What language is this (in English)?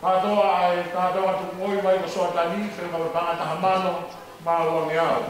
Tongan